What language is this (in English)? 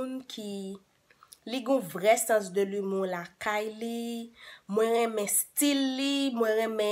Haitian Creole